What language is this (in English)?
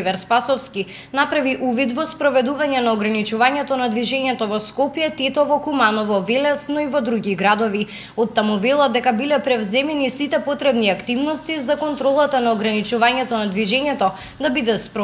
Macedonian